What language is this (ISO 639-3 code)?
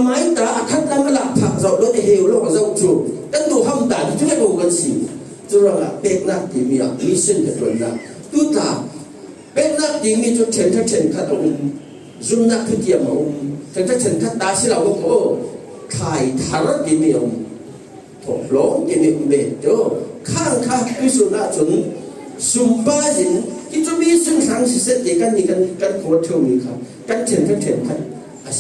cfm